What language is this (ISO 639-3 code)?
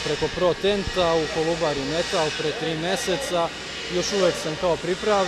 srp